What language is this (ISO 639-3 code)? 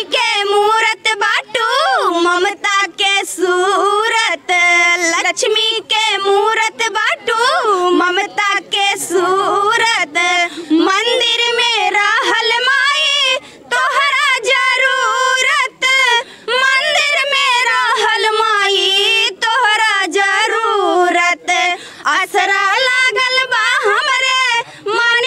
bho